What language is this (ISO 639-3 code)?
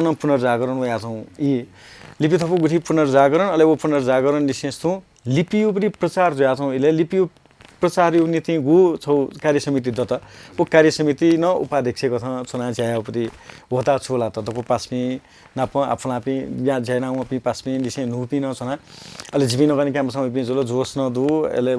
new